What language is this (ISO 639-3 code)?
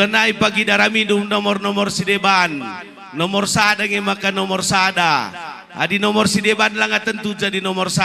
btx